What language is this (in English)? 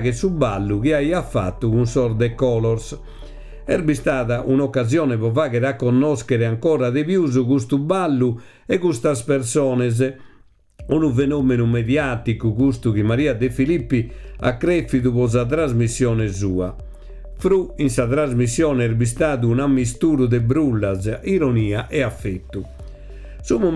Sardinian